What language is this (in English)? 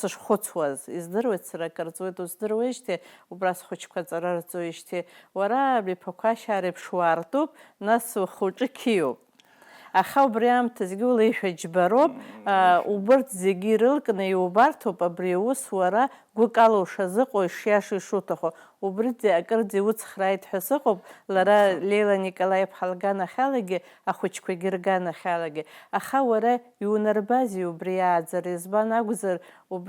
Abkhazian